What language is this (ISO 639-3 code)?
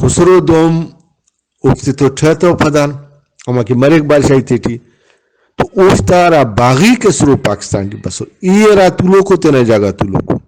brh